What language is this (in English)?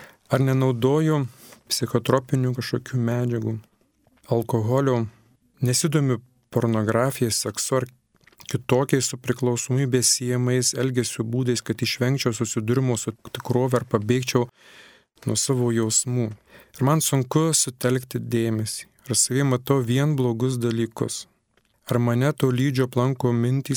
Lithuanian